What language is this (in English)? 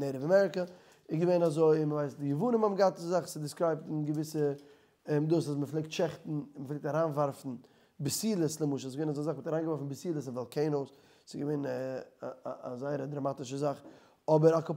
Yiddish